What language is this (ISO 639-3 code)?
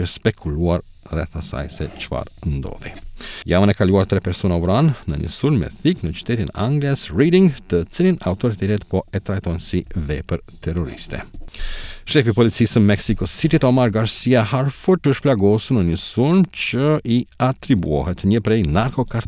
sqi